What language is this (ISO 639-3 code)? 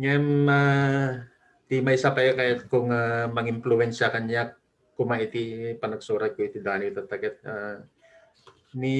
ilo